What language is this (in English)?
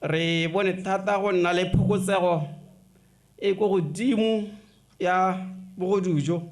Tswana